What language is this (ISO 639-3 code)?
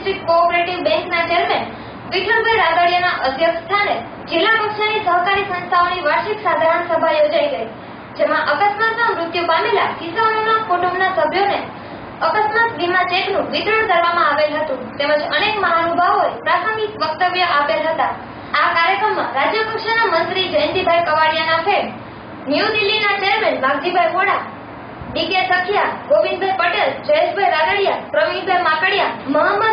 guj